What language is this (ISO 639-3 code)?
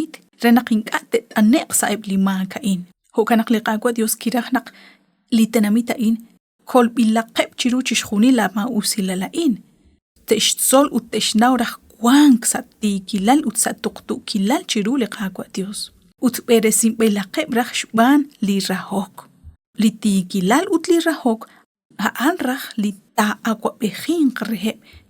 kek